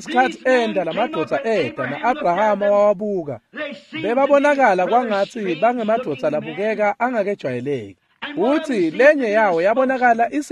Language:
Swati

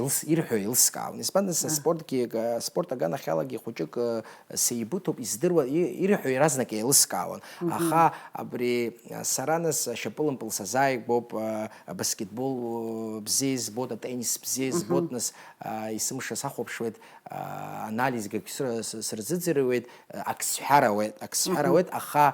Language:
Abkhazian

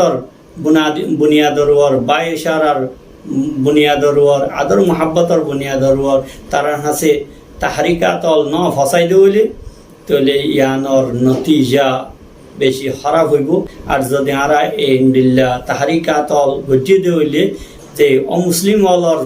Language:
Rohingya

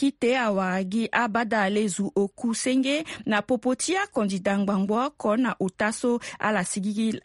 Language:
Sango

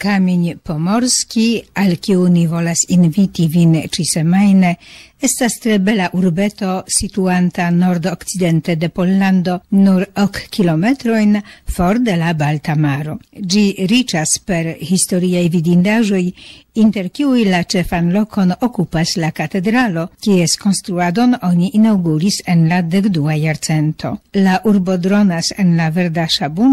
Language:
Esperanto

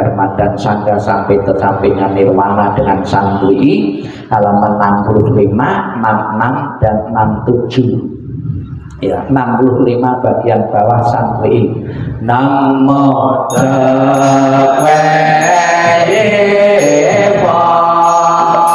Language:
Indonesian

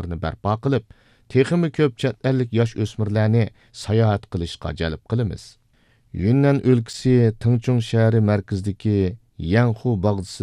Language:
Uyghur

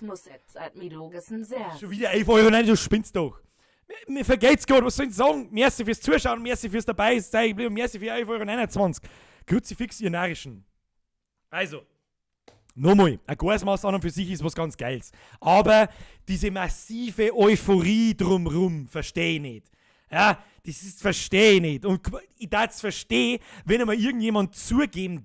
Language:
Bavarian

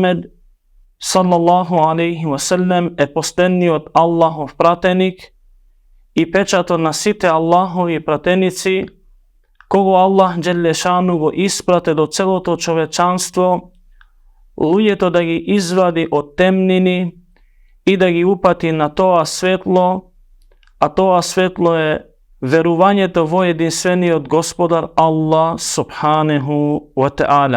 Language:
Macedonian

